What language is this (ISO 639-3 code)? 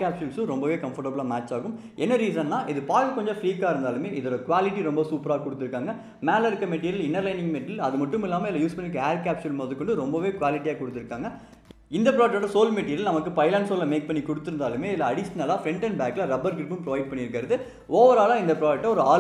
tam